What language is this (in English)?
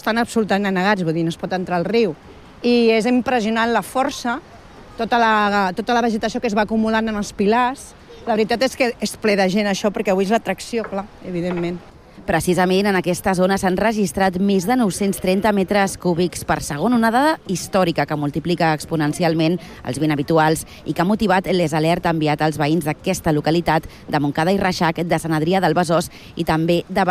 Catalan